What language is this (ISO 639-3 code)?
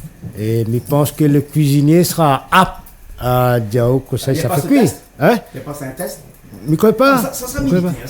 rcf